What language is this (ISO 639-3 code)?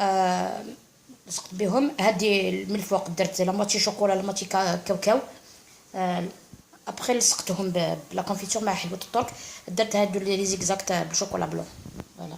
arq